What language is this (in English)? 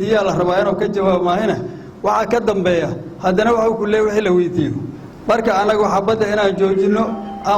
Somali